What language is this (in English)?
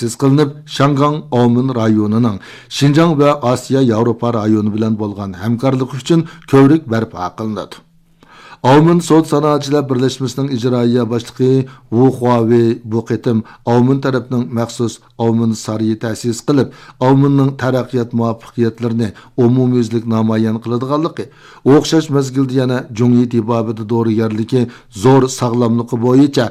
Uyghur